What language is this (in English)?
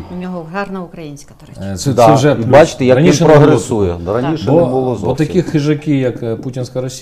Ukrainian